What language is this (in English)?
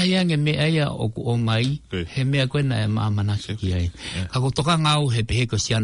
Tongan